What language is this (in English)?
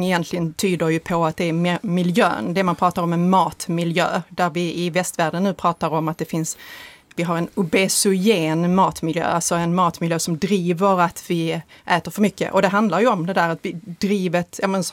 Swedish